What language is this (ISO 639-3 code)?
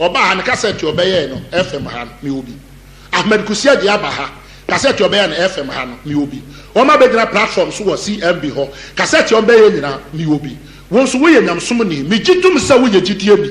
aka